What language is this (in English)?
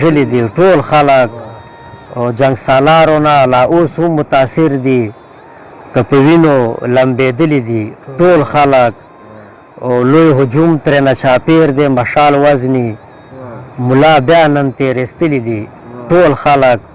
Pashto